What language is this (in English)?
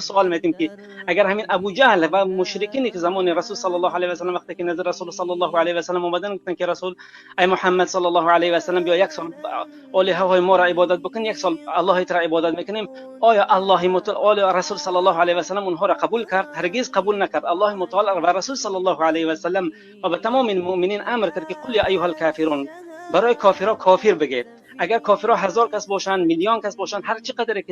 Persian